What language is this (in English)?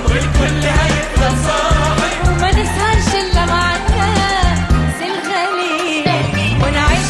Egyptian Arabic